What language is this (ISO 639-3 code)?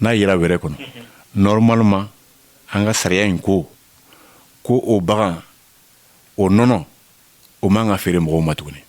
bam